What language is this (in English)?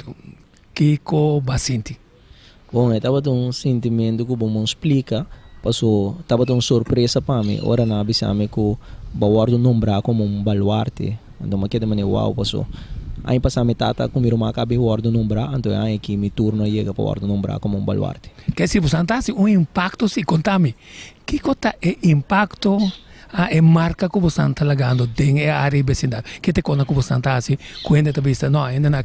Papiamento